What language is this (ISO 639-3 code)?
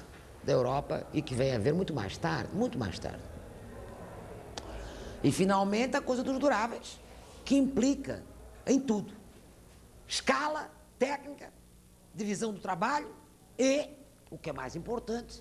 por